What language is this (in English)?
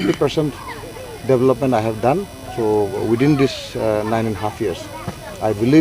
Karbi